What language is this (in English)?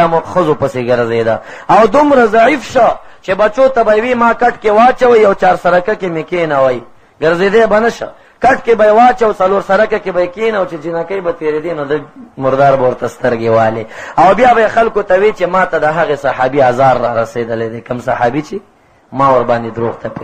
Pashto